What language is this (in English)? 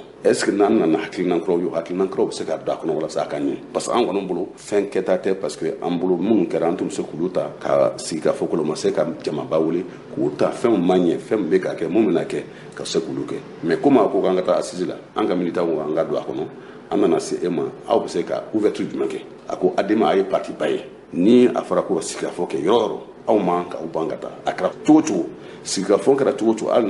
Bambara